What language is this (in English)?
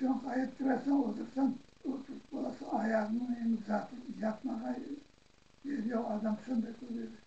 Crimean Tatar